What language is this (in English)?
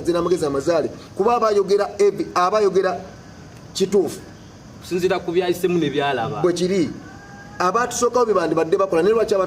Ganda